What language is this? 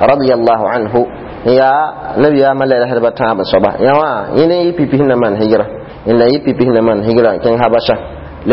Mossi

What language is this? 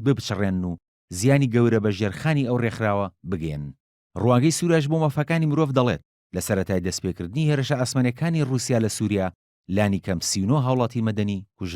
Central Kurdish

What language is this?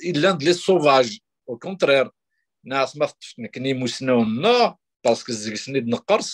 Kabyle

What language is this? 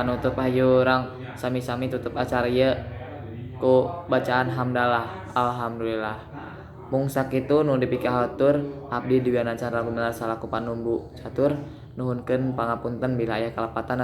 Sundanese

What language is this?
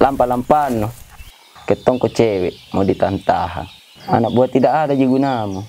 Makassar Malay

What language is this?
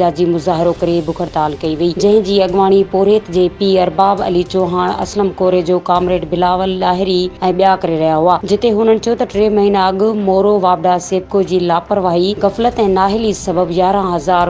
Sindhi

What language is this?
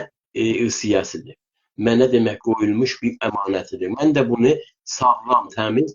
South Azerbaijani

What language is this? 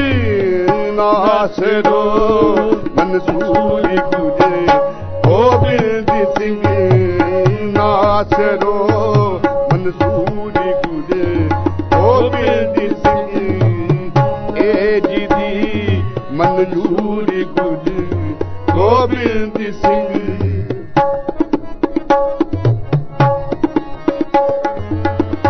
Punjabi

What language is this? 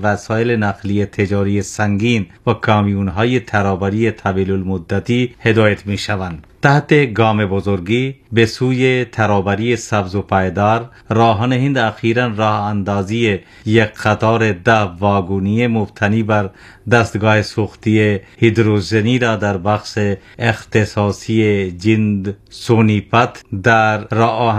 Persian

